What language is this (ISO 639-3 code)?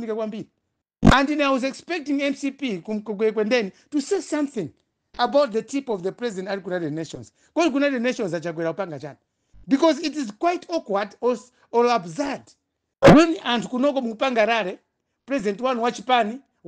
nya